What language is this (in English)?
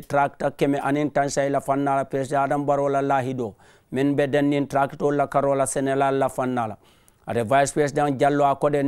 Mandingo